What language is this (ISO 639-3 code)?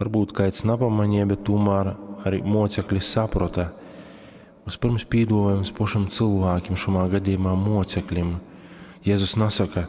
ltg